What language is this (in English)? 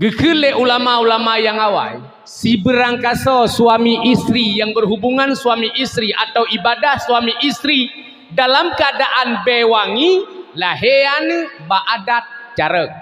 Achinese